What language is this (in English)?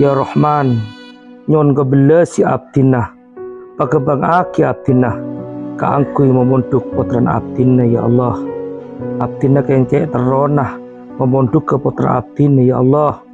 Madurese